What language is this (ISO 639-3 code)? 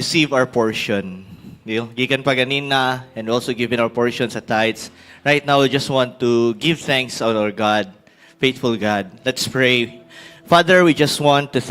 ceb